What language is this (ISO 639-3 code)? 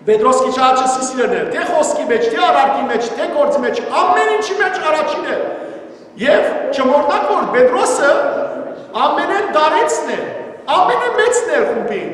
hyw